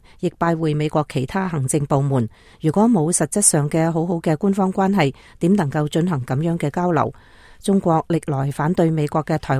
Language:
Cantonese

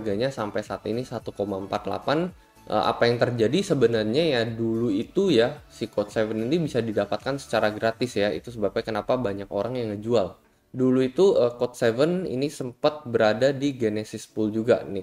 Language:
Indonesian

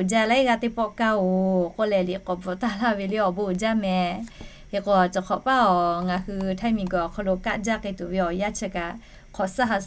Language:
Lahu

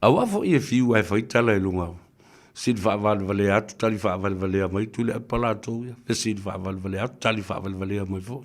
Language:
Samoan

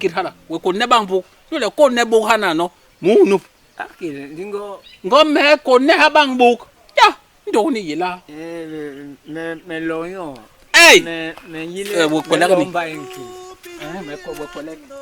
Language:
Basaa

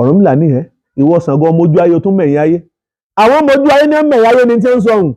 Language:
Yoruba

